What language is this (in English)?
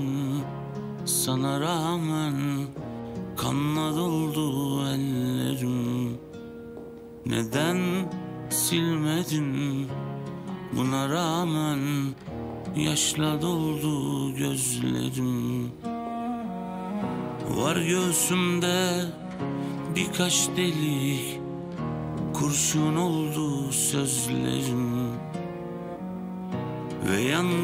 Turkish